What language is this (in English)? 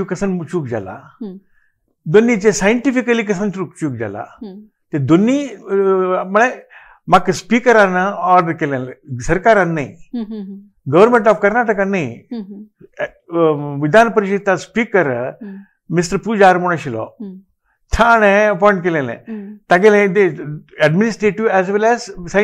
Konkani